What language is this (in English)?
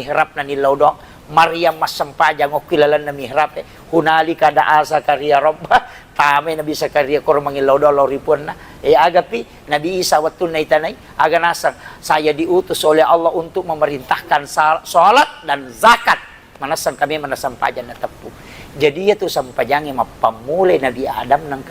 Buginese